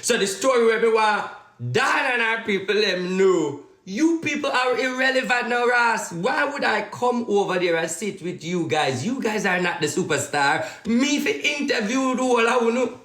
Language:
Jamaican Creole English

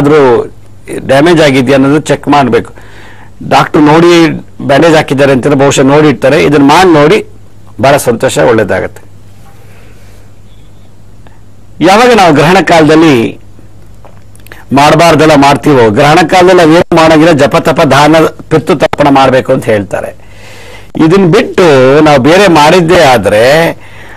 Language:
Kannada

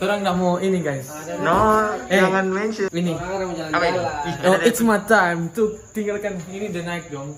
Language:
Manado Malay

